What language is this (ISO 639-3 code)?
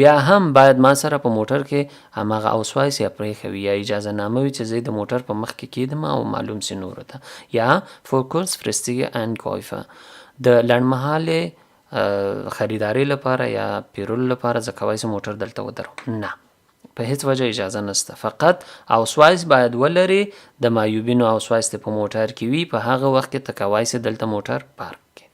pus